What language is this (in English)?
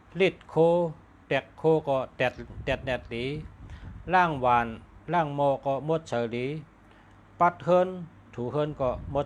Shan